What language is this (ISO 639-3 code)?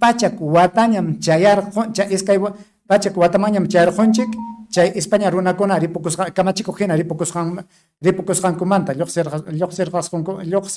quy